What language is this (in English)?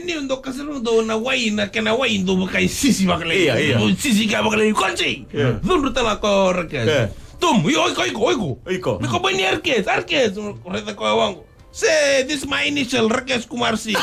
Fijian